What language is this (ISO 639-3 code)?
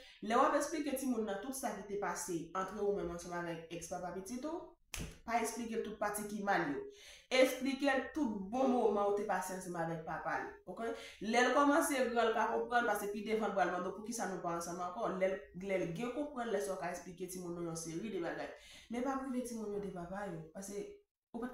hat